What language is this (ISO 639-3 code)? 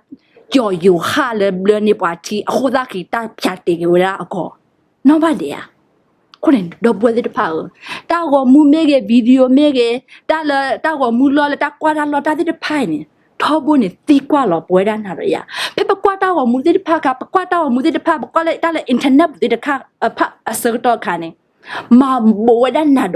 ksw